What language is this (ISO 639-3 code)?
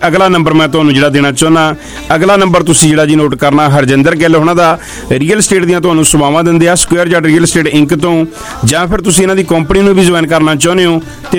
pan